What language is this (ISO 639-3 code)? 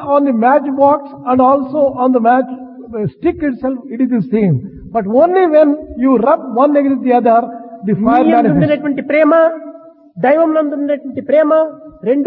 tel